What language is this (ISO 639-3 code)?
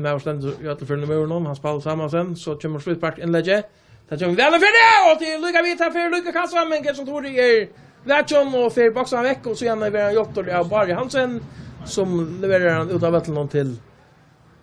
fao